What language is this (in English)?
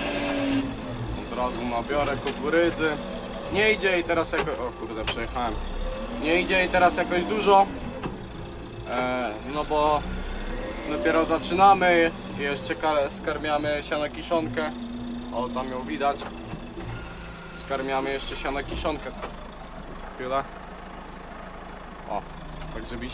Polish